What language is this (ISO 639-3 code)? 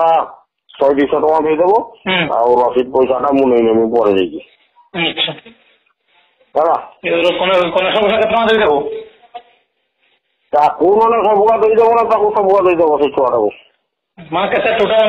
ori